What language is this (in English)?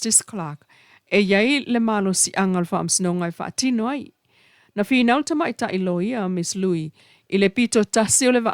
Samoan